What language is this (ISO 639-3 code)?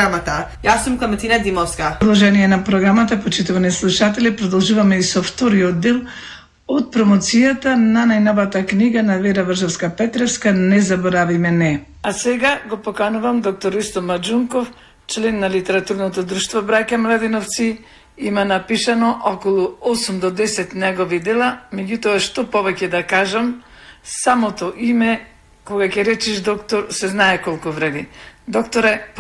mkd